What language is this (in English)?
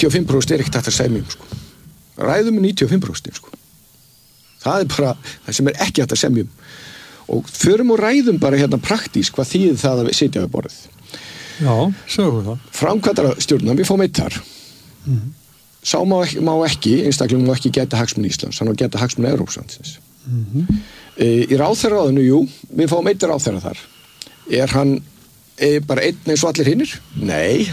Icelandic